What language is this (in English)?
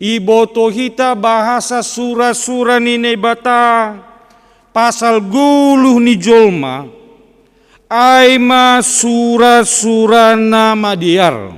Batak Simalungun